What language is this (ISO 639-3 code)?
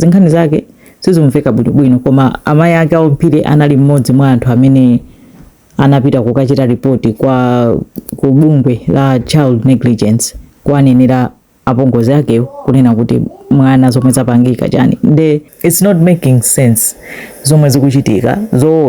nya